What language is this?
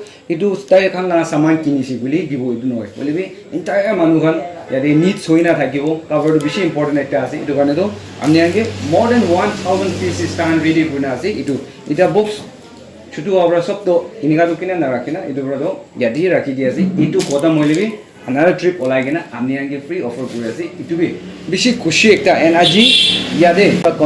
Naga Pidgin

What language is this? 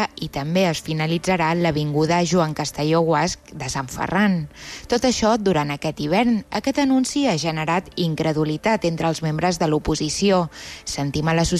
Catalan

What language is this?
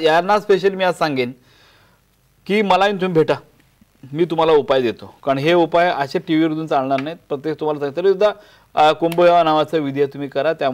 Marathi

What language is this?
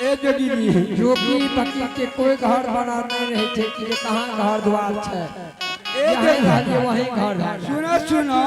Angika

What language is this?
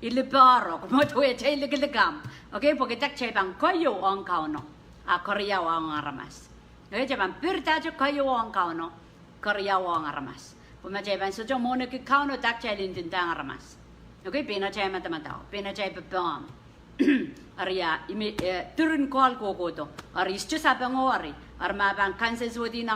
Pohnpeian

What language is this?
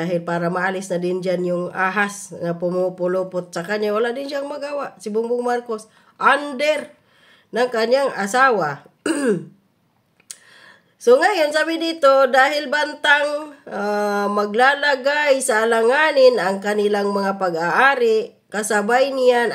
Filipino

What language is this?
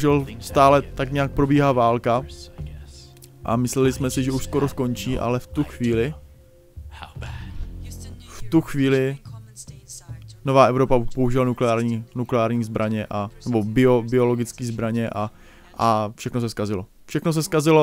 Czech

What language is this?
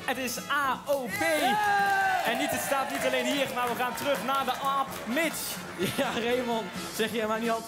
Dutch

